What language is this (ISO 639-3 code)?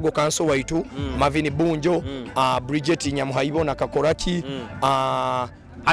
nyo